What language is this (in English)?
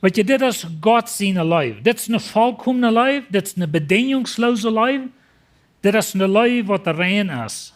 Plautdietsch